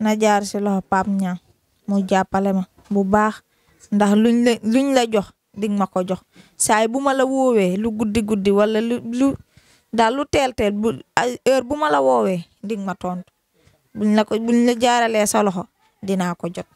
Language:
Wolof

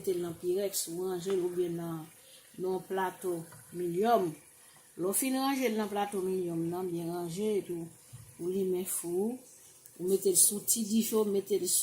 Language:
Haitian Creole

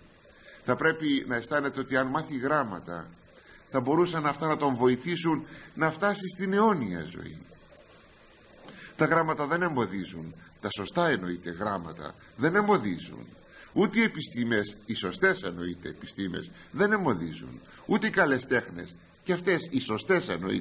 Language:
Greek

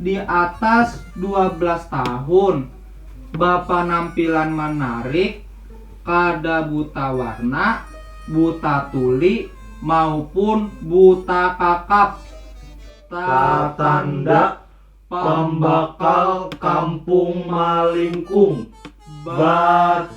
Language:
Banjar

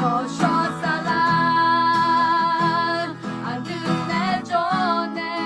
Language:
Akha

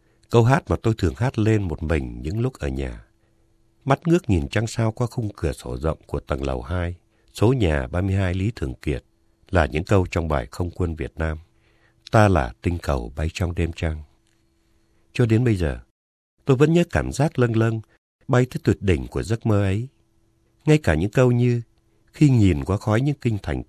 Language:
Vietnamese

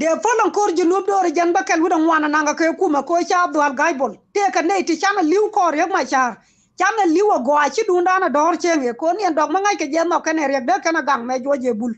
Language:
Nuer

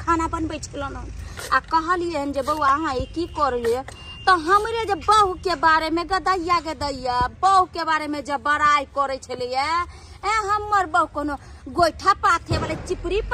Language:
Maithili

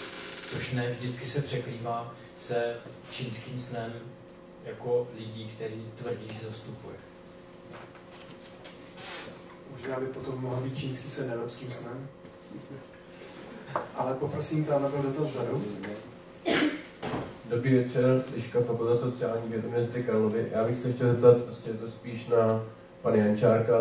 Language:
Czech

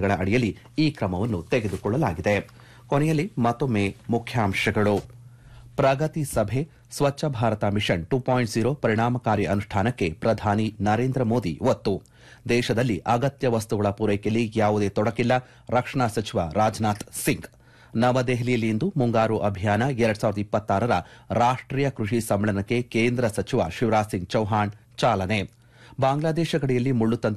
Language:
Kannada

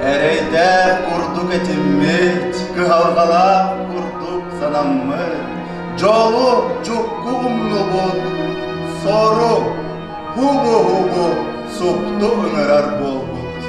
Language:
Yakut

